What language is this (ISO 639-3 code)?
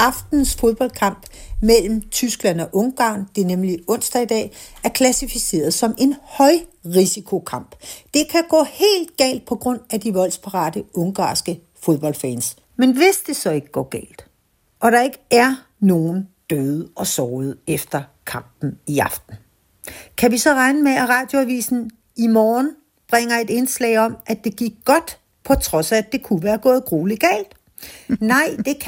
dan